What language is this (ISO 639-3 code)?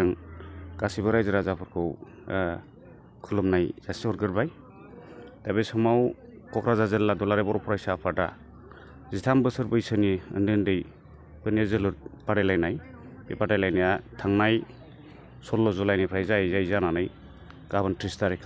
brx